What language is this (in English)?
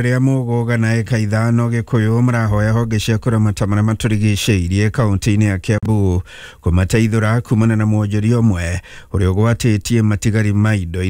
Kikuyu